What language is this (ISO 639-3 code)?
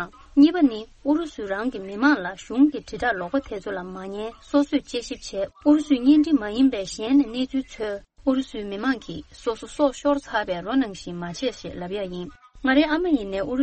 bod